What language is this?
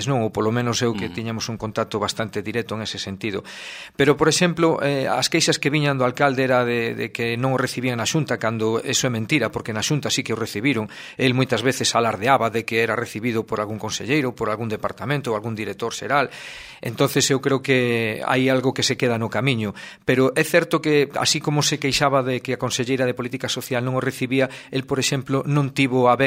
Galician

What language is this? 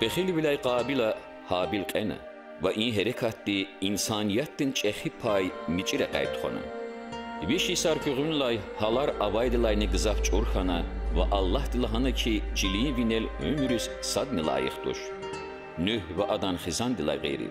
Lezghian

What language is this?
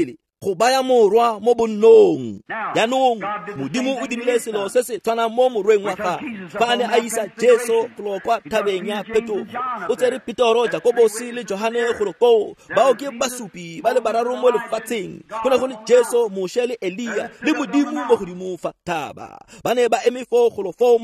Tswana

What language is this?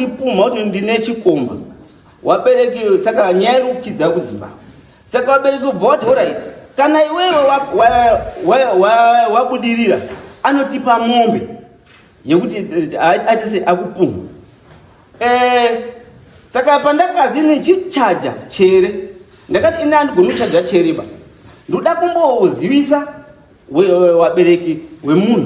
Shona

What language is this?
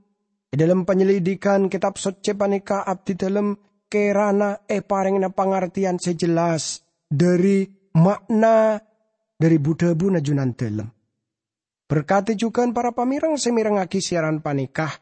Madurese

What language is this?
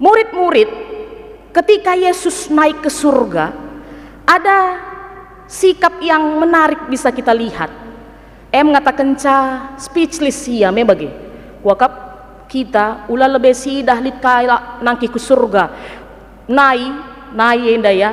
Batak Karo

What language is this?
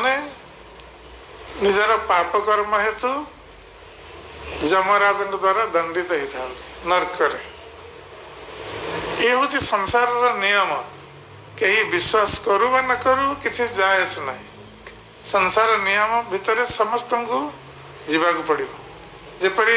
Odia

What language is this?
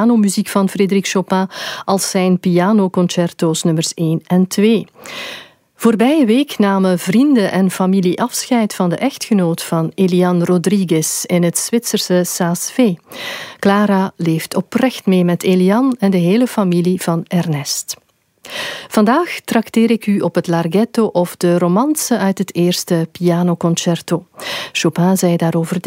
Dutch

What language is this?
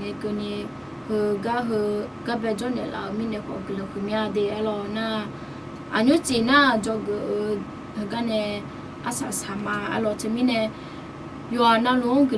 Akha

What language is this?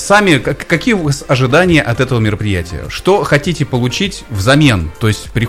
Russian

